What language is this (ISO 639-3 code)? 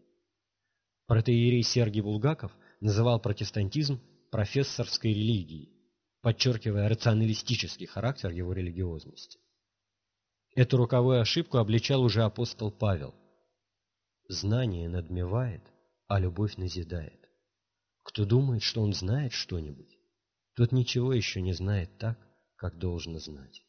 rus